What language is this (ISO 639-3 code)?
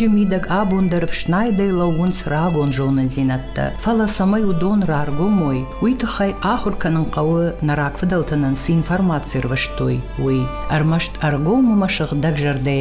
oss